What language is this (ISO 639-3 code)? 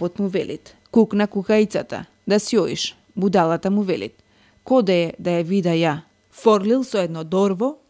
mkd